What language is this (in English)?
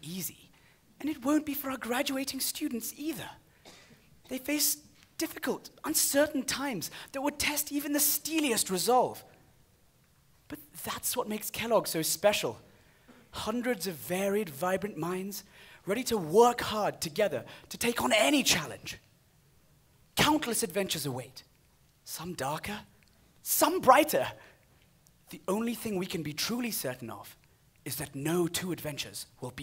English